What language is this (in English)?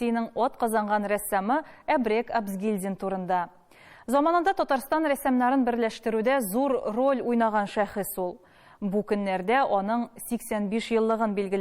Tatar